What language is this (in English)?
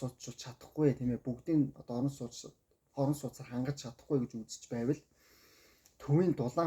Mongolian